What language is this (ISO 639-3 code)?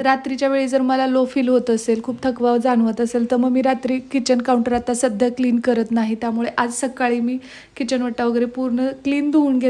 mar